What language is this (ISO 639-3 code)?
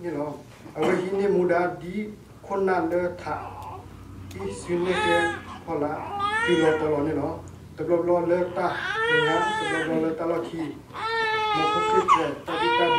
ksw